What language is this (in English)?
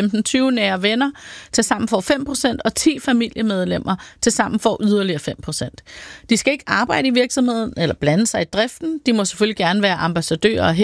Danish